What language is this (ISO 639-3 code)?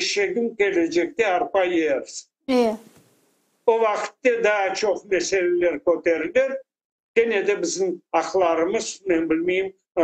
crh